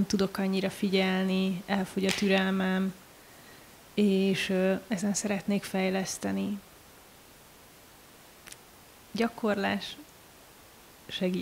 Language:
Hungarian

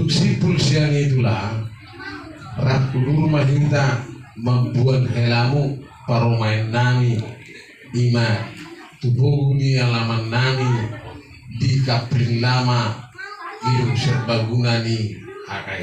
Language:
Batak Toba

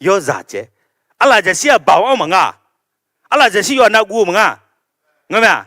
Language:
Akha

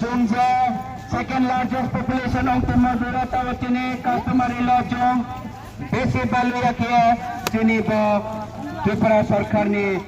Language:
Riang (India)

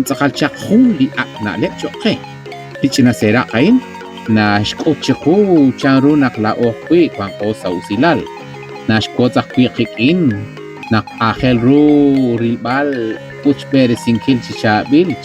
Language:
Kekchí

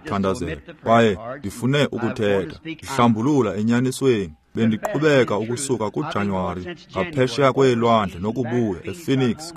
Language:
Xhosa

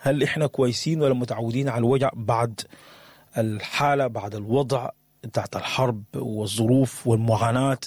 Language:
Sudanese Arabic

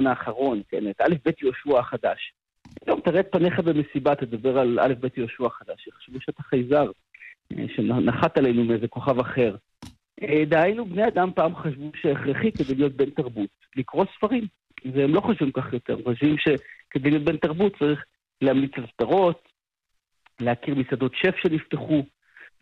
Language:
Hebrew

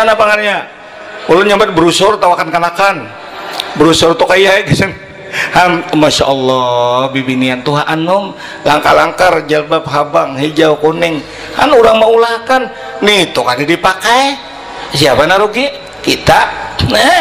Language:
Banjar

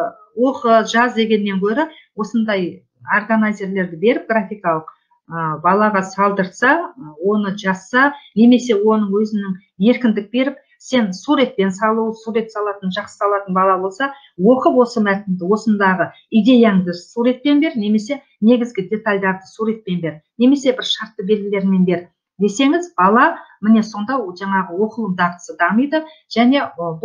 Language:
Kazakh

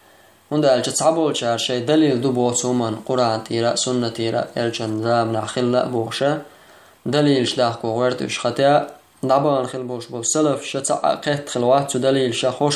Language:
Chechen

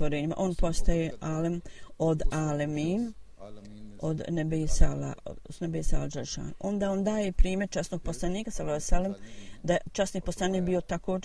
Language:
Bosnian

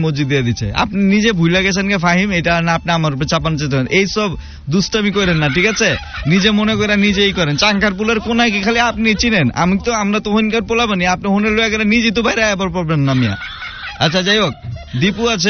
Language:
Bangla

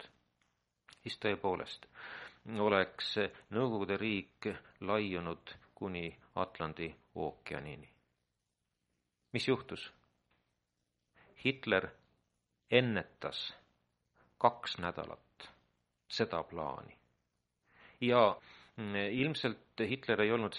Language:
Estonian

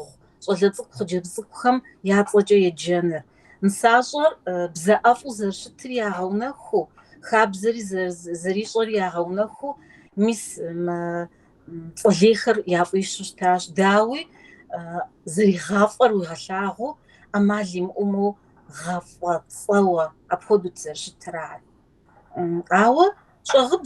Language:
Kabardian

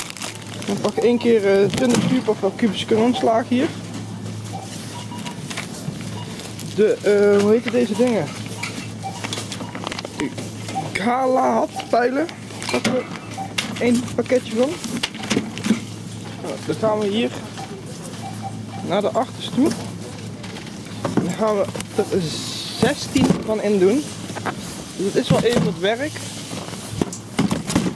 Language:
Dutch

